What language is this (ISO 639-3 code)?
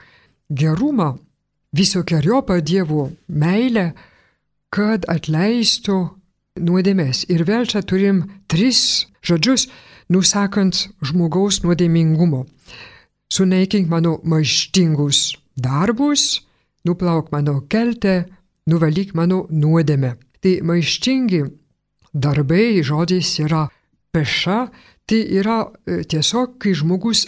lit